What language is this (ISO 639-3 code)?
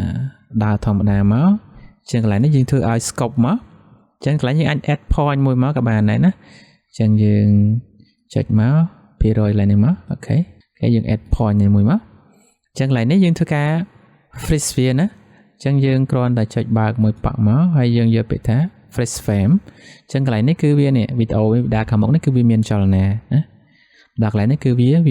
khm